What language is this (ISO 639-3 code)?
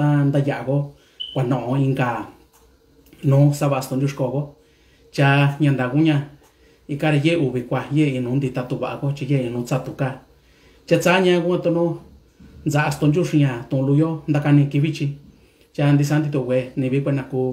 mix